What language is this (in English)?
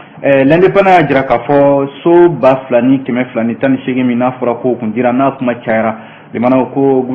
Bambara